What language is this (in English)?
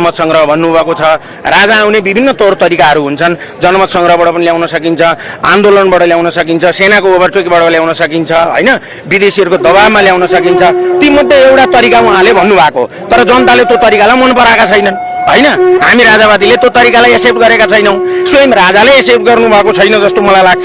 Nepali